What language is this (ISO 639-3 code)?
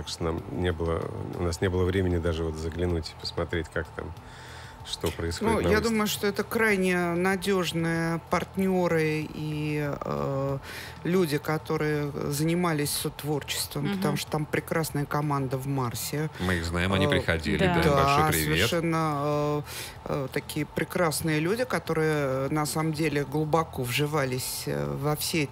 rus